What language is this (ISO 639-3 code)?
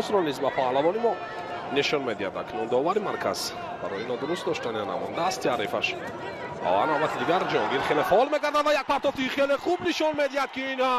tgk